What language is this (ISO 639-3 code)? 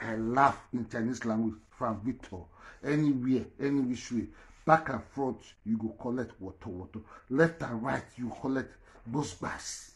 pcm